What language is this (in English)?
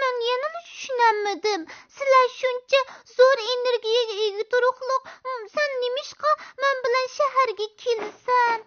Uyghur